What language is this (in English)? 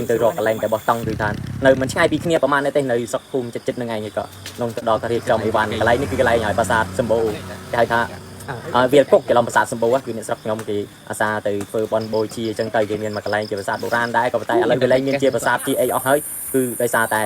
Khmer